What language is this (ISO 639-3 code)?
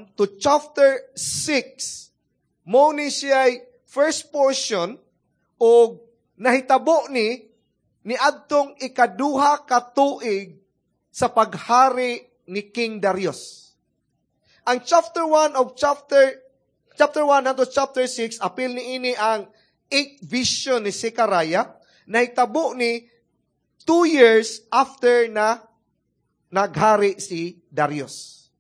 ceb